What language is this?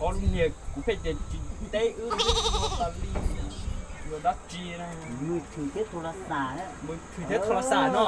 Hmong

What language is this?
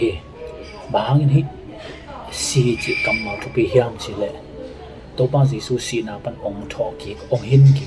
Tedim Chin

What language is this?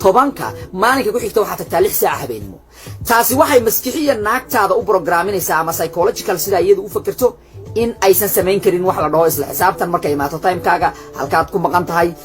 Somali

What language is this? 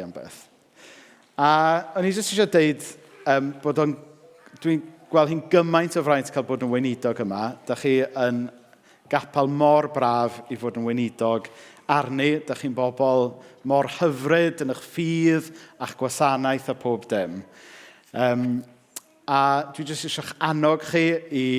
Welsh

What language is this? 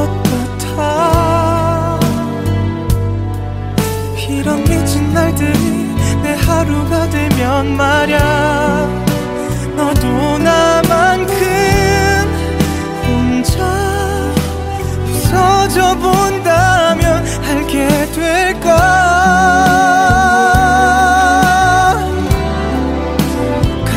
Korean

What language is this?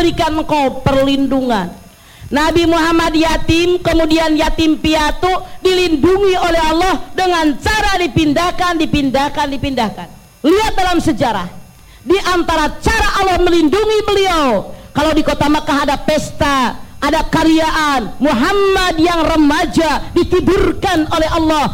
Indonesian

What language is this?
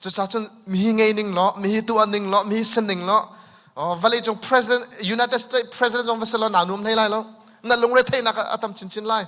Hakha Chin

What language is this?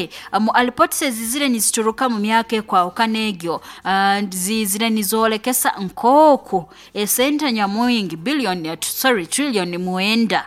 Nyoro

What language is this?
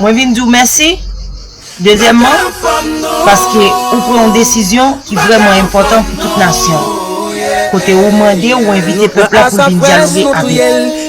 Haitian Creole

